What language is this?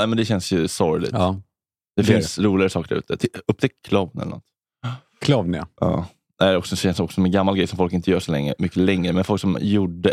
Swedish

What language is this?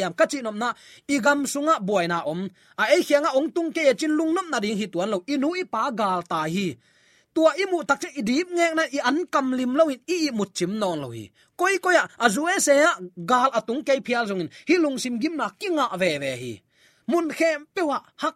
Tedim Chin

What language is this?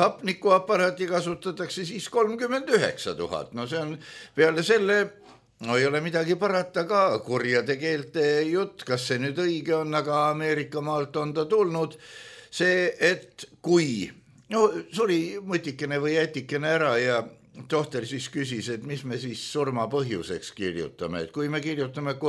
Estonian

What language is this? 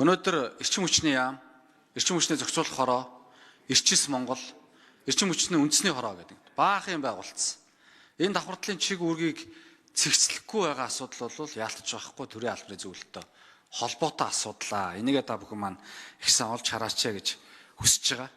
Mongolian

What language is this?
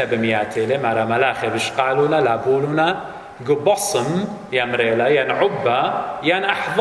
Assyrian Neo-Aramaic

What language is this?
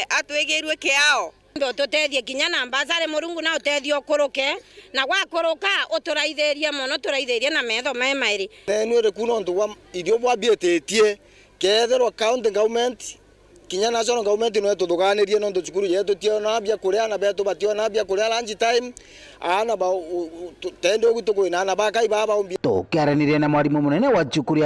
Meru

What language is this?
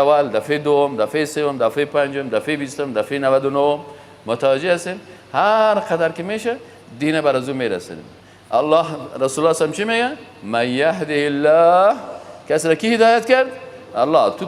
Persian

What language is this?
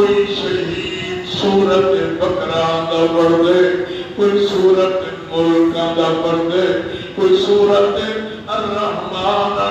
Saraiki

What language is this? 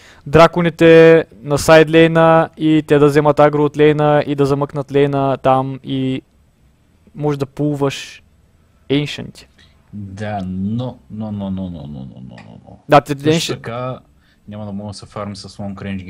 Bulgarian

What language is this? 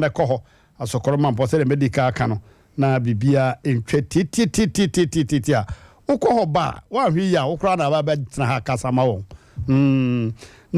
Akan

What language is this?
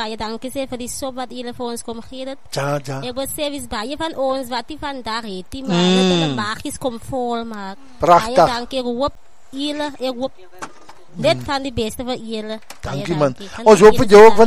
Afrikaans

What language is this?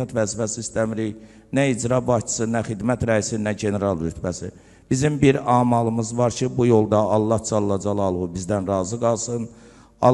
Azerbaijani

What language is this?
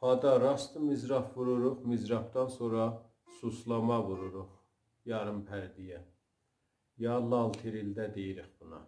South Azerbaijani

